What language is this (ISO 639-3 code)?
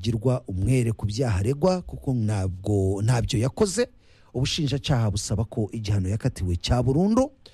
kin